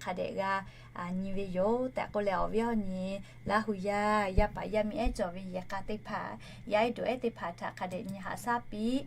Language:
Lahu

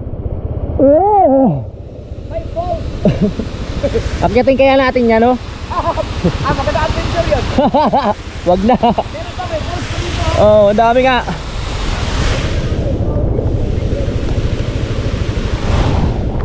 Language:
Filipino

